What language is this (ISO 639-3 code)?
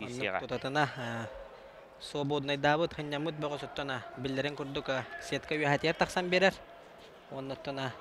sah